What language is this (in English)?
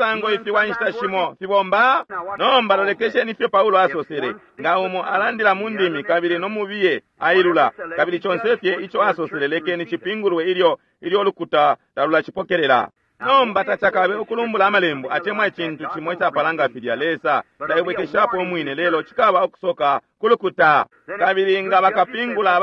Bemba